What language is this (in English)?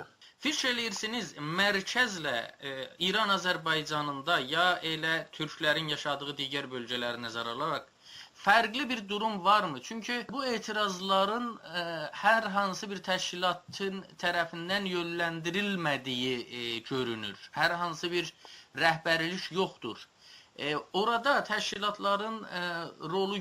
South Azerbaijani